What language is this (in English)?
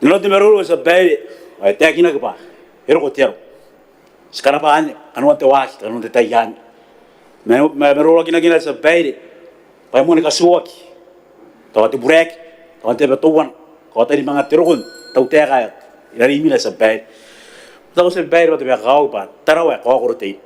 Gilbertese